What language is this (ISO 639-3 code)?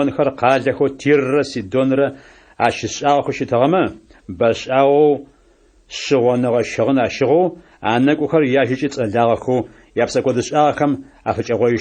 ady